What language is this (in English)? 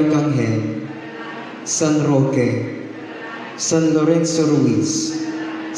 Pampanga